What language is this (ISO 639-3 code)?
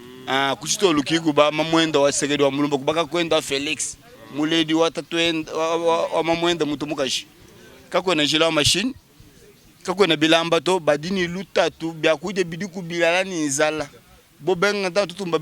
lua